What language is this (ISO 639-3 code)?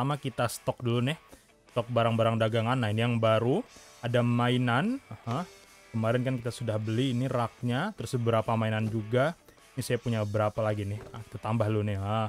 ind